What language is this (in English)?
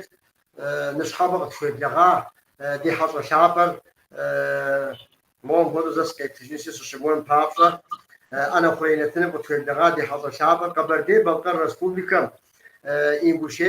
Kabardian